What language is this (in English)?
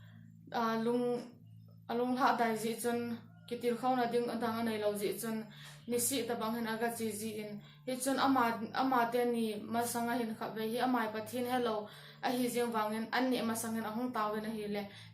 Thado Chin